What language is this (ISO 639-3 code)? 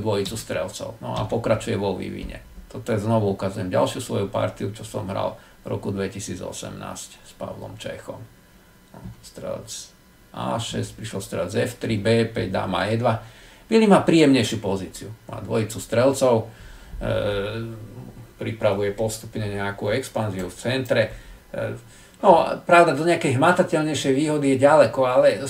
slk